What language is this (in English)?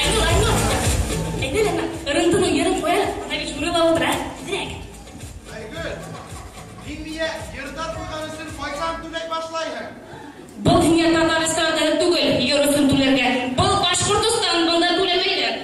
Bashkir